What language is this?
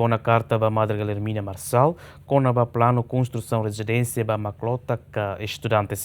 Tetum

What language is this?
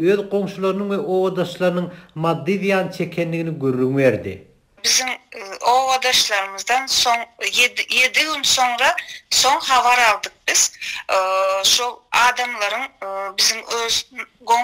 Turkmen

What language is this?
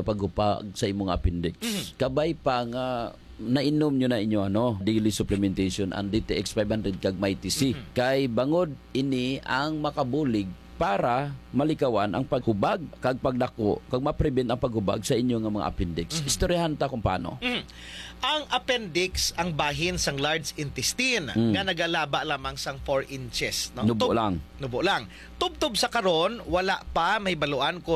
Hiligaynon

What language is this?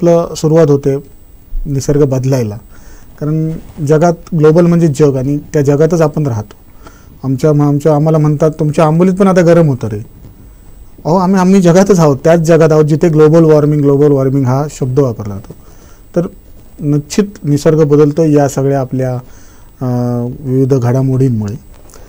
Marathi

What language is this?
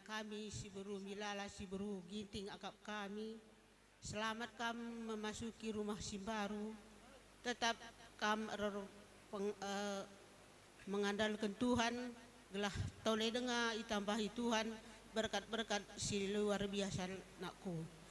Batak Karo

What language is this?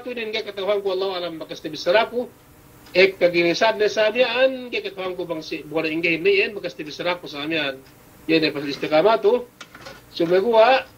Yakan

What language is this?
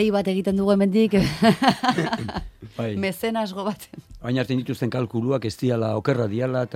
Basque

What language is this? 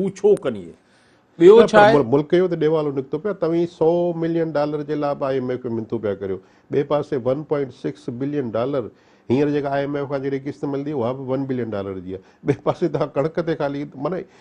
Sindhi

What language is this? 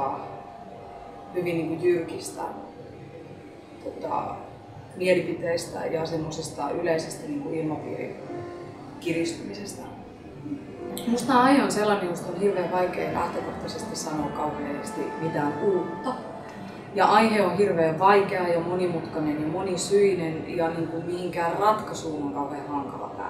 Finnish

